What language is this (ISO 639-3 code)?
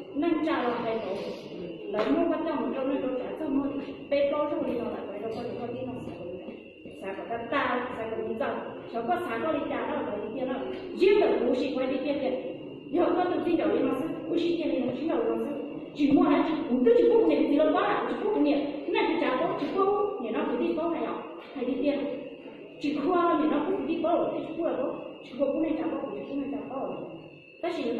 hmn